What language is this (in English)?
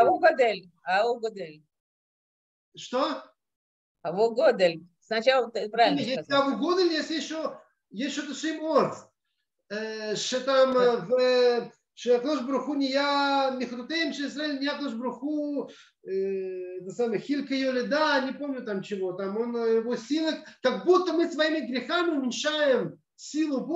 Russian